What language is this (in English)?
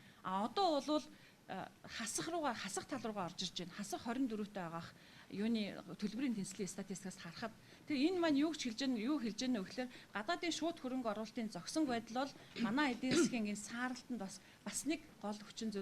Mongolian